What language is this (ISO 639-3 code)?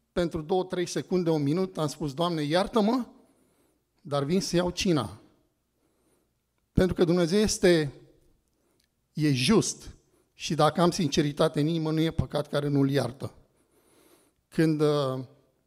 ron